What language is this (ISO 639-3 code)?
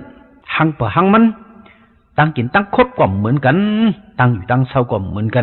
shn